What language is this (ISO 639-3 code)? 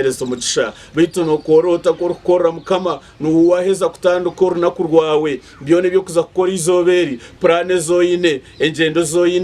nyn